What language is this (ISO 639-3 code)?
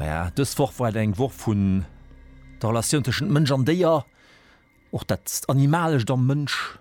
ltz